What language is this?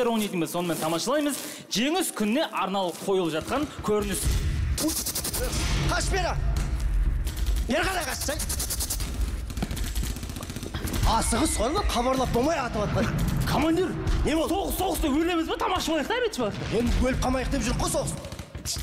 Kazakh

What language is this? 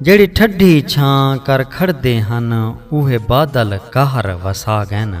Saraiki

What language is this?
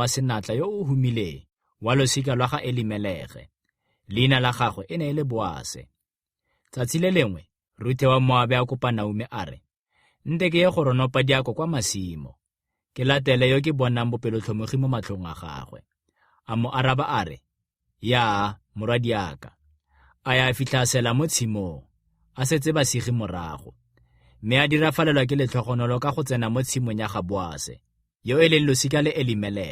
Tswana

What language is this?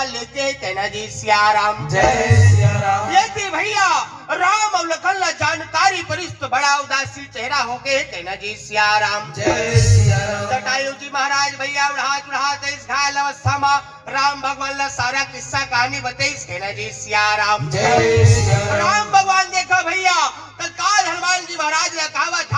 Chhattisgarhi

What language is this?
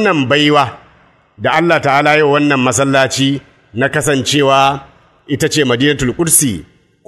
Hausa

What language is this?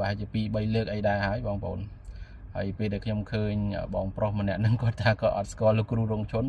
Khmer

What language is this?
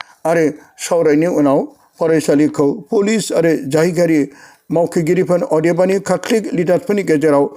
Bodo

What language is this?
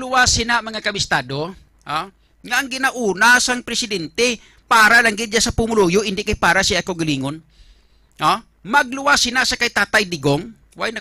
Hiligaynon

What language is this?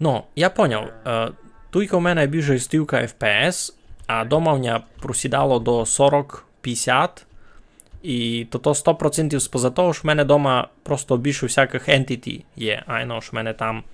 Rusyn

